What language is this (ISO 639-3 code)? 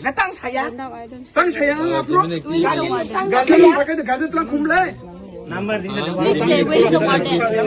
trp